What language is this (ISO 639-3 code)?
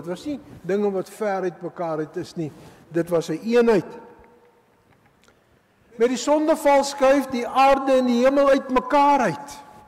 afr